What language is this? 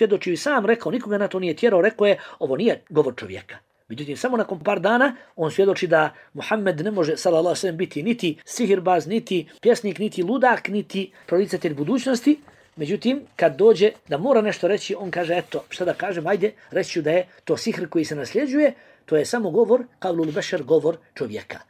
Bosnian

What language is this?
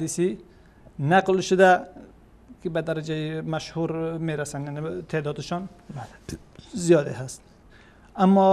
Persian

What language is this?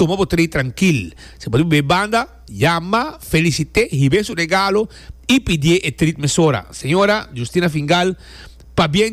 Papiamento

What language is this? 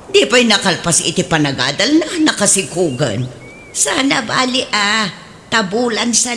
Iloko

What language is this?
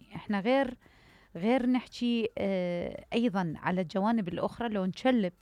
Mesopotamian Arabic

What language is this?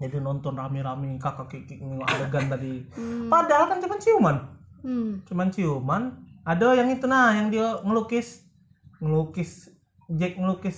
Indonesian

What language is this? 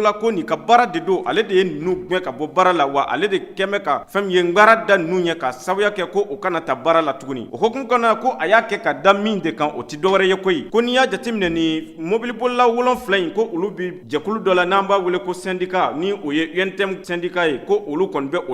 Bambara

